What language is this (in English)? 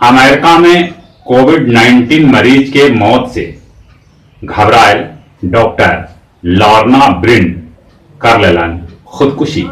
Magahi